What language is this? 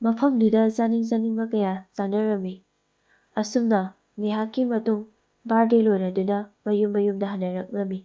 Manipuri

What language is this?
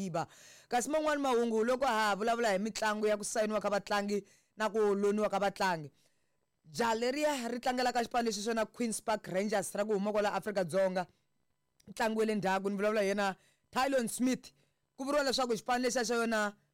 Tsonga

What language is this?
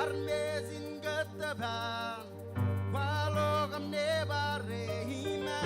Marshallese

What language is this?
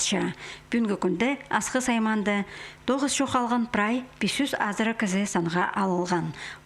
Khakas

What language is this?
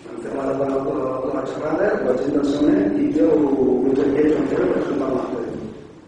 Catalan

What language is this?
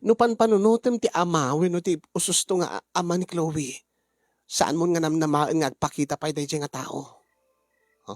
Iloko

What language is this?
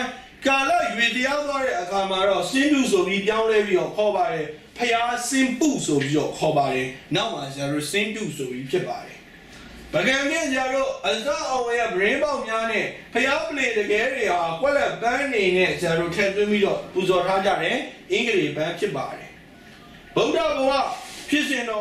Burmese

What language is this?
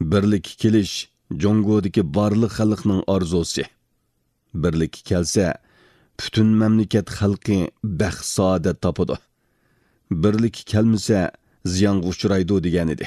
Uyghur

